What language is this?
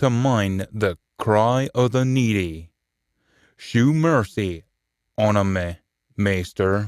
Scots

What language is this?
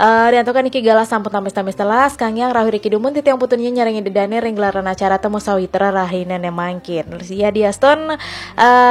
Balinese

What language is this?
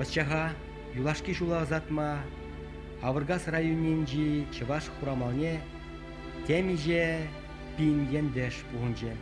Chuvash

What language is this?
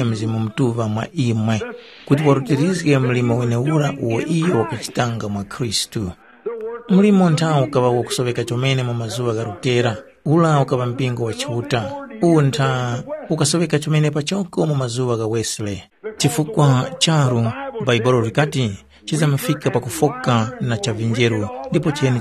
Tumbuka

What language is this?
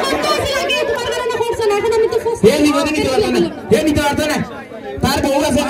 Sylheti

